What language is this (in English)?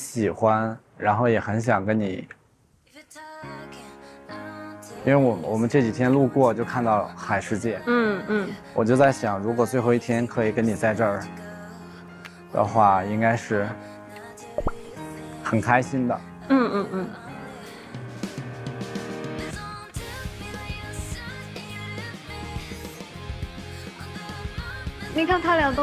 Chinese